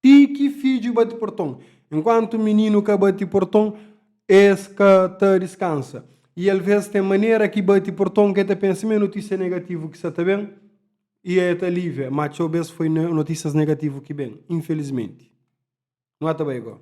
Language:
Kabuverdianu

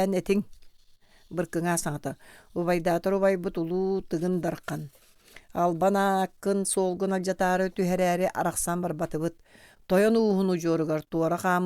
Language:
Yakut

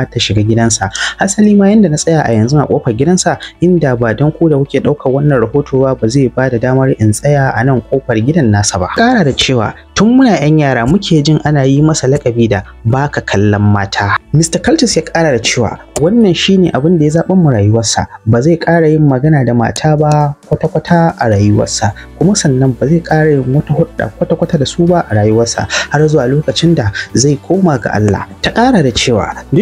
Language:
Hausa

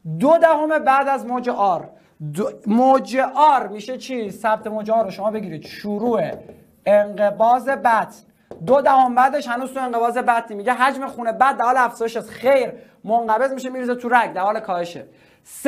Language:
Persian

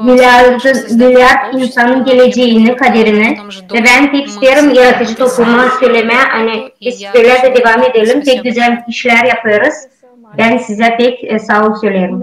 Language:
Gagauz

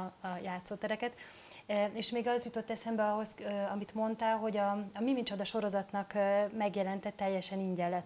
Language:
Hungarian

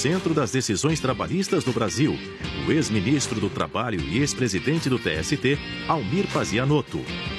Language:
Portuguese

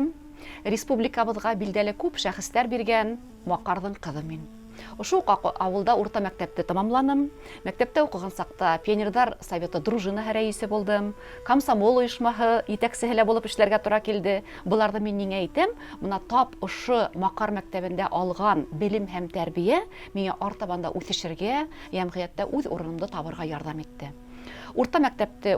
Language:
Bashkir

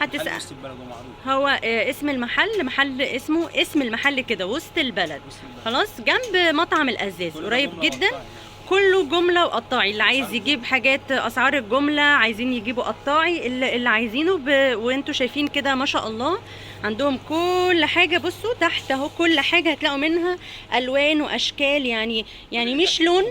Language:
Egyptian Arabic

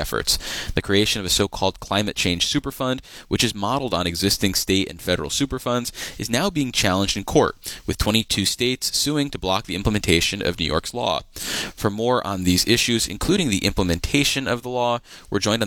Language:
English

